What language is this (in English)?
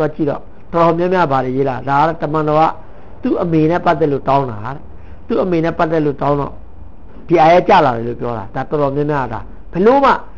Burmese